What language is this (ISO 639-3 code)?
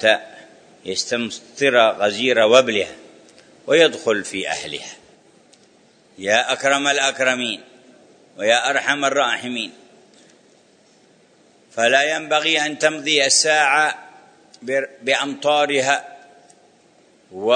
ara